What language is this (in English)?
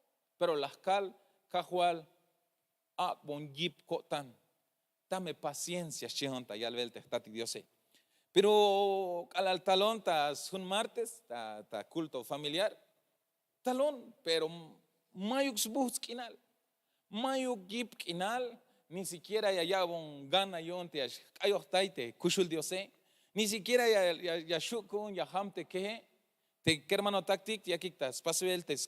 Tzeltal